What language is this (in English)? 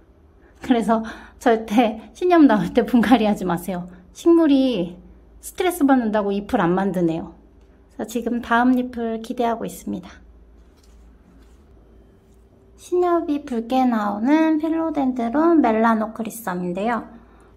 Korean